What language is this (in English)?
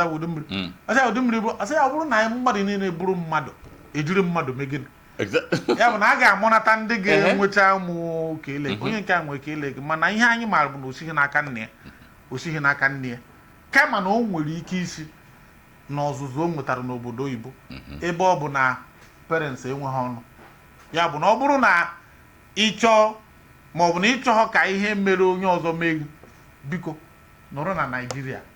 Igbo